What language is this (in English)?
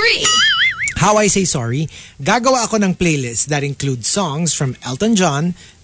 Filipino